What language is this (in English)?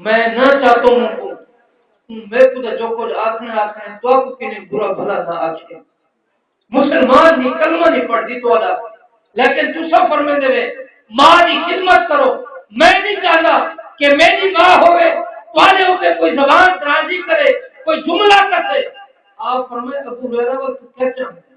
Saraiki